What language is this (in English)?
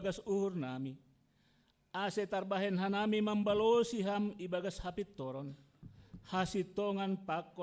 Batak Simalungun